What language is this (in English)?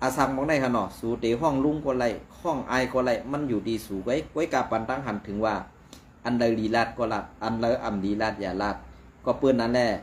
Shan